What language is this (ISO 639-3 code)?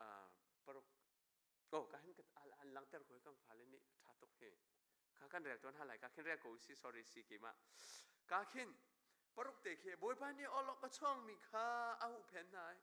cnh